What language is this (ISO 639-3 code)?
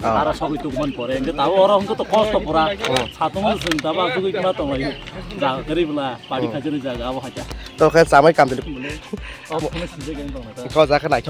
trp